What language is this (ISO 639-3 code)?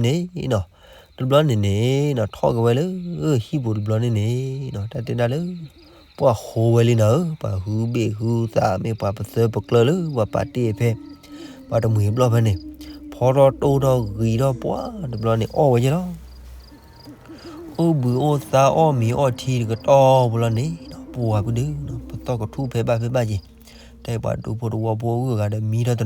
ksw